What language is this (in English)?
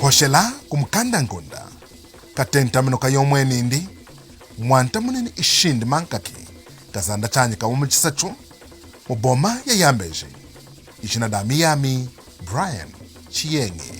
Lunda